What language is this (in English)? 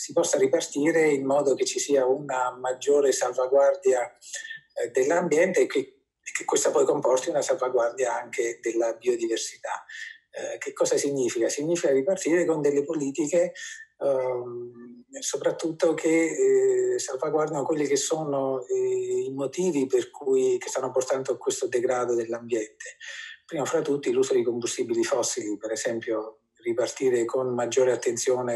Italian